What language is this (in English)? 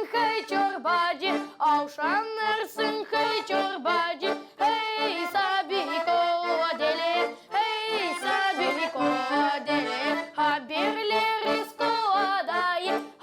Gagauz